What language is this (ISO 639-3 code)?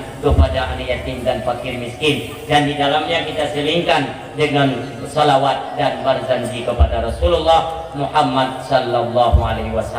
ace